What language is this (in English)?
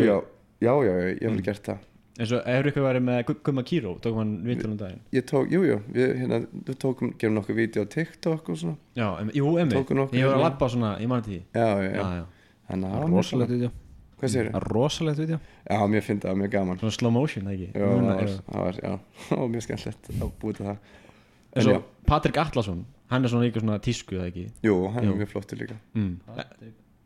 Icelandic